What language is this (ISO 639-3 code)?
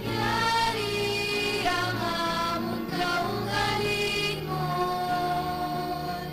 hil